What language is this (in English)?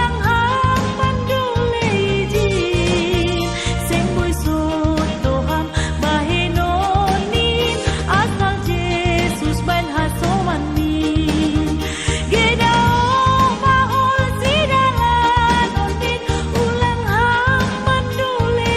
Batak Simalungun